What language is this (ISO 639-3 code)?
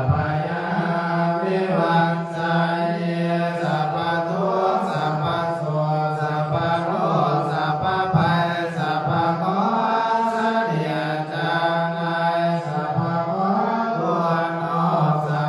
pli